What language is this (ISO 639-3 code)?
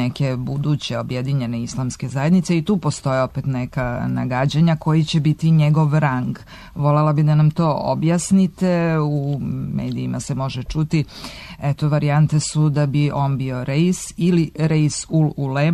srp